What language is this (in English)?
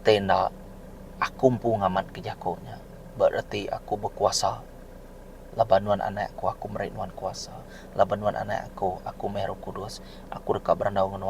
Iban